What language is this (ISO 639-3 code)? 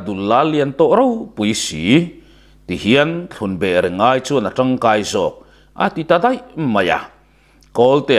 lus